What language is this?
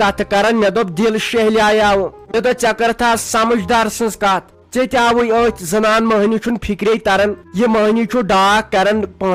Kashmiri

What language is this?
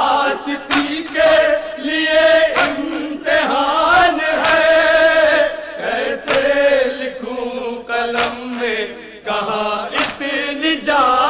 Urdu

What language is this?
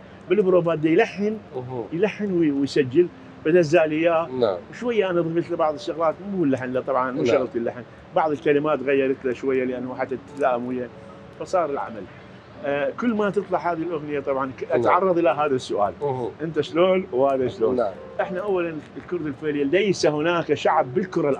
Mesopotamian Arabic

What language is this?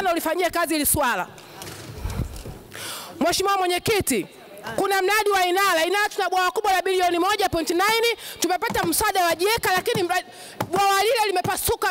Swahili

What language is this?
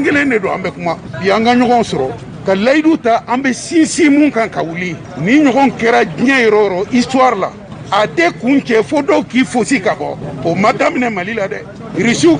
Bambara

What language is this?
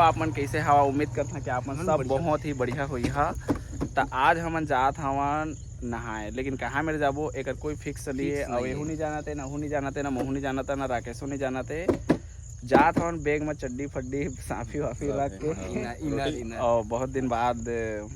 Chhattisgarhi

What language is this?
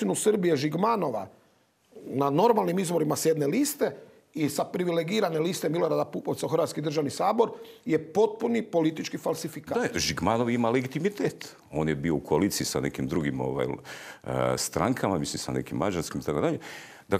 Croatian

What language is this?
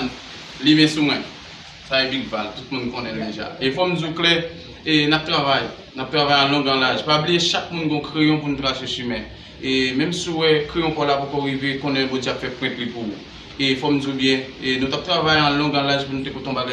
Haitian Creole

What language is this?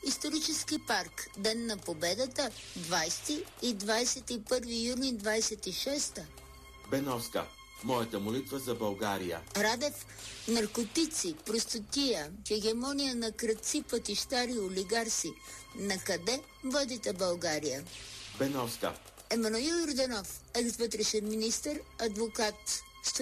Bulgarian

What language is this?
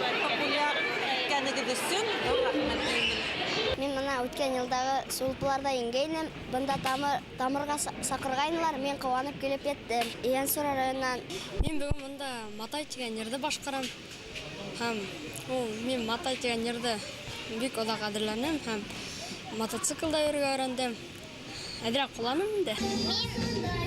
Bashkir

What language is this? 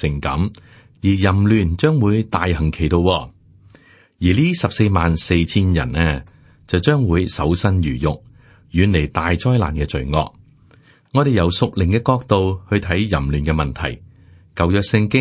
Cantonese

